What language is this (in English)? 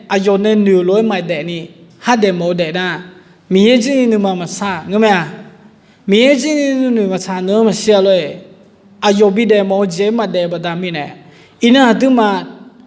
Akha